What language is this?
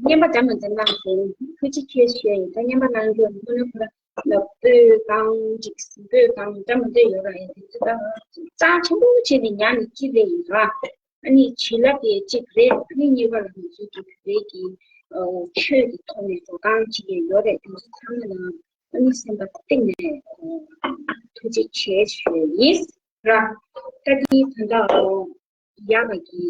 Tibetan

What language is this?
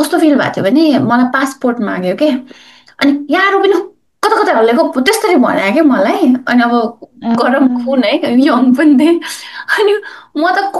Nepali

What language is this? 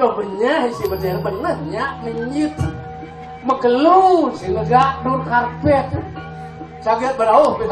Balinese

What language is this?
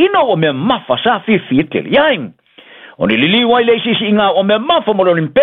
Samoan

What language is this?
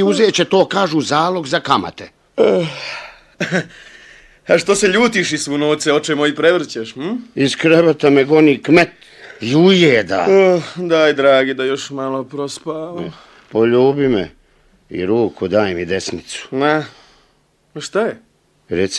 Bosnian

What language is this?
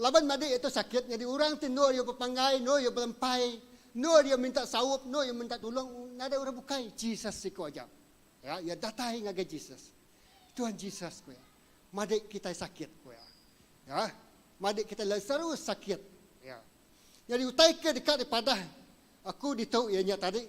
Iban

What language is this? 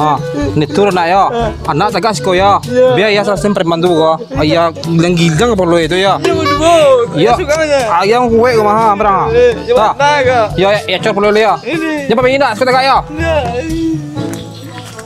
Minangkabau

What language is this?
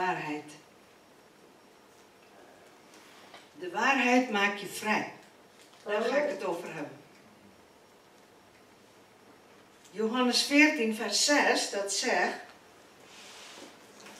Dutch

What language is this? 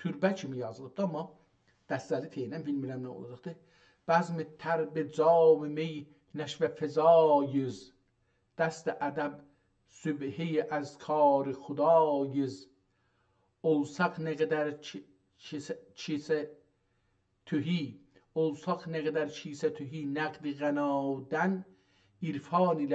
South Azerbaijani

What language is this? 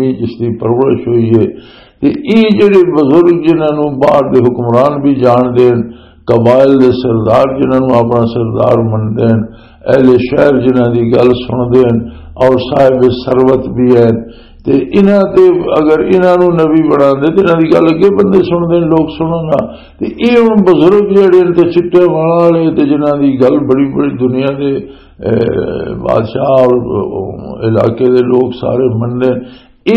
Western Panjabi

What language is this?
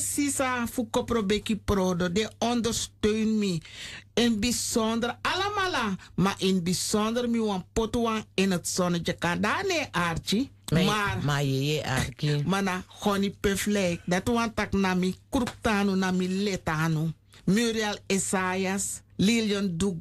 Sranan Tongo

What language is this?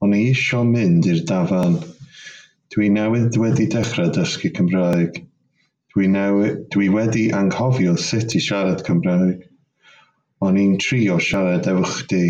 Welsh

